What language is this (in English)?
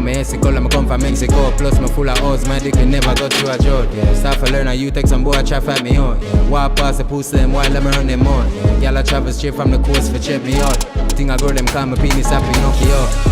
Jamaican Creole English